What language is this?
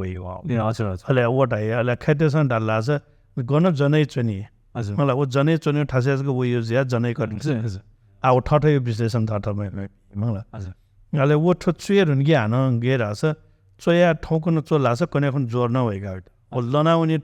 Newari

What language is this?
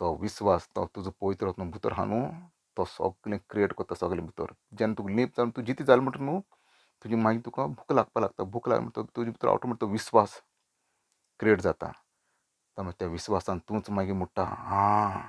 Konkani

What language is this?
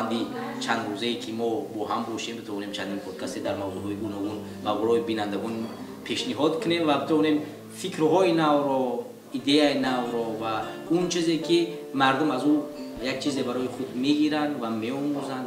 Tajik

